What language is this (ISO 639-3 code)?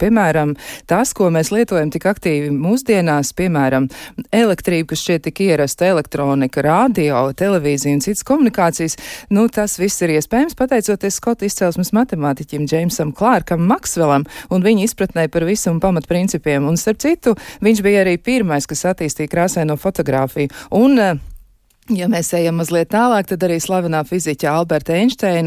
lav